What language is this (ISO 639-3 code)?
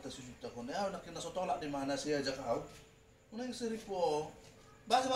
bbc